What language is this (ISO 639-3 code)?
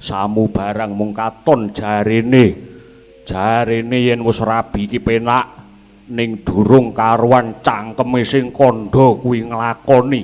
jav